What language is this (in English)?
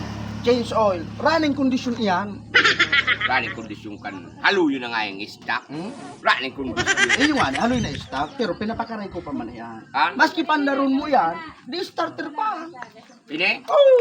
Bikol